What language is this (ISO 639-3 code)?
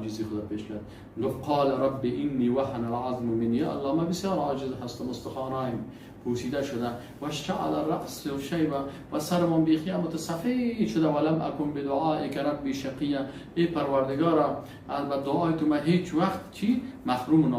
fas